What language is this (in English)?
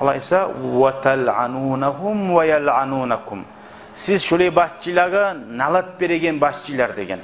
Kumyk